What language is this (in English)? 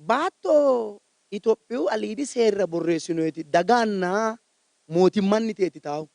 Sidamo